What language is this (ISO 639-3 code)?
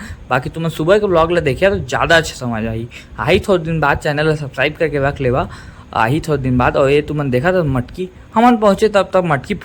hne